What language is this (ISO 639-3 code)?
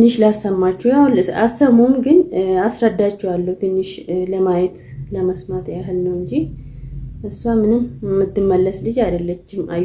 amh